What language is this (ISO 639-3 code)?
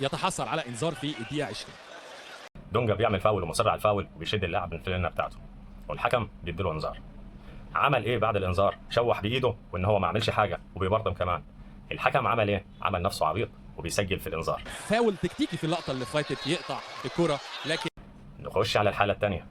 arz